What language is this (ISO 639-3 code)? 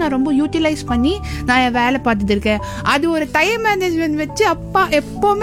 tam